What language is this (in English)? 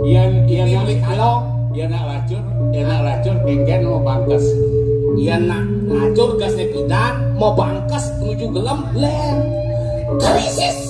Balinese